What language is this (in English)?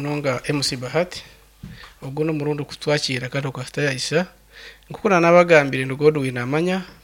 Nyankole